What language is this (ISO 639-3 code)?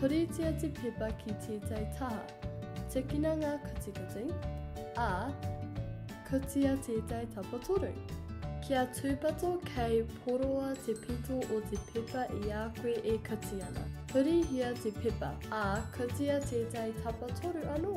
mri